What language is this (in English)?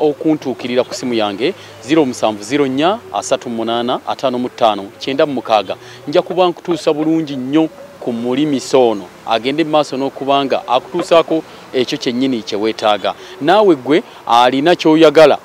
Ganda